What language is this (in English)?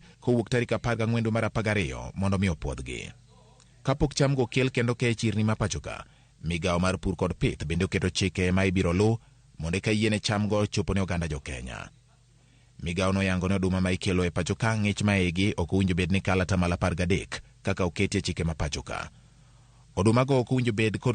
Luo (Kenya and Tanzania)